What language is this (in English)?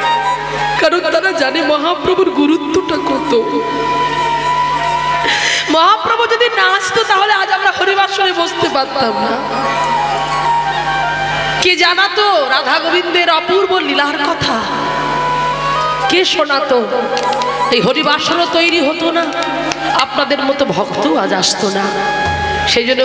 Bangla